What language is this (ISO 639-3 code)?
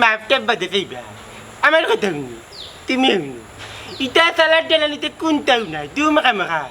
syl